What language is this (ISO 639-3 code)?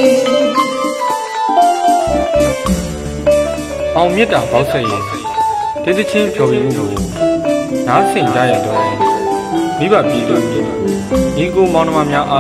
mya